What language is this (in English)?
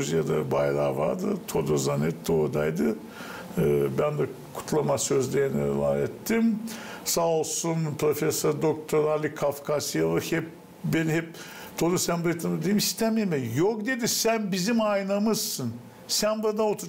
Gagauz